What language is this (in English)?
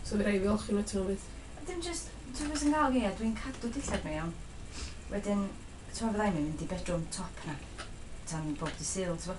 Welsh